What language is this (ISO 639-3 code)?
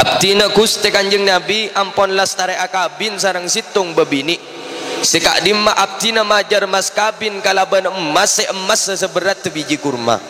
mad